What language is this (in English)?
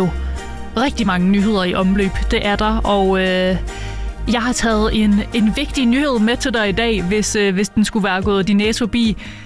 Danish